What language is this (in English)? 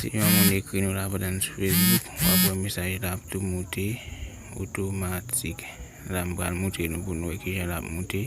Haitian Creole